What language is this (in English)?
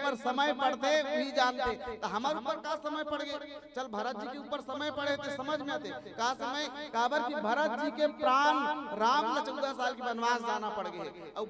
Chhattisgarhi